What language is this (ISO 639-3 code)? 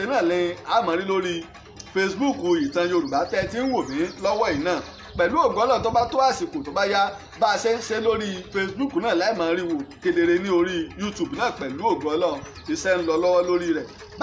yor